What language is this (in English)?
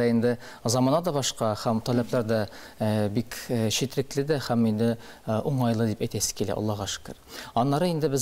Tatar